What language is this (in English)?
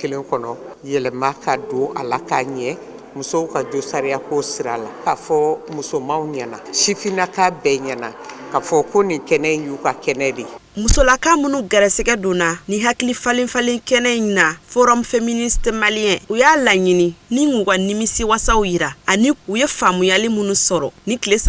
Bambara